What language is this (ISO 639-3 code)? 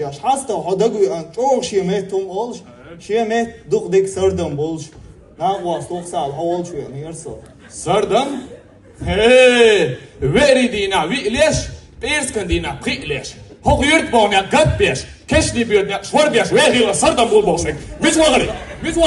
che